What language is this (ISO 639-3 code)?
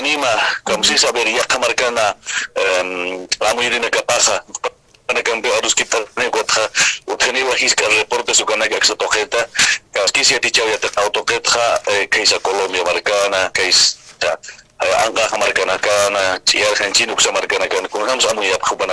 aym